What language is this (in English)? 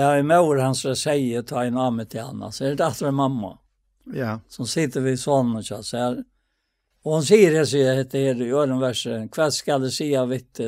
Faroese